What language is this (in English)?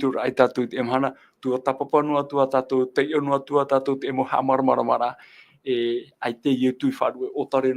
Tahitian